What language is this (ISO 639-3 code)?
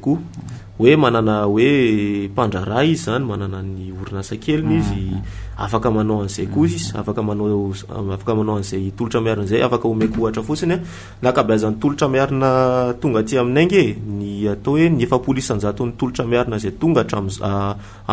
mlg